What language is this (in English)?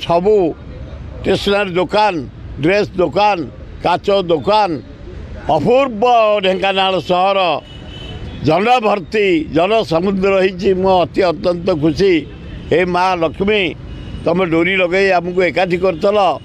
Odia